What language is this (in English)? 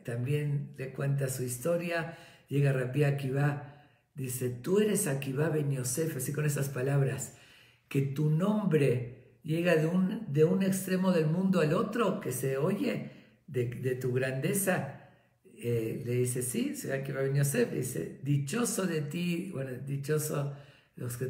Spanish